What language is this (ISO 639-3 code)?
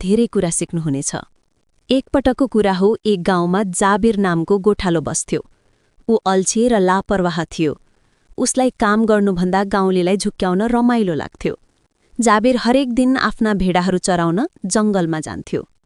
nep